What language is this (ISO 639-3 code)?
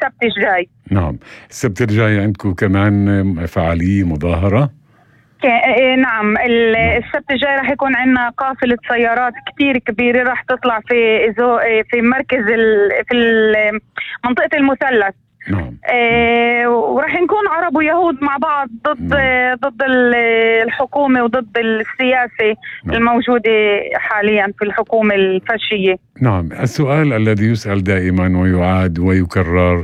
apc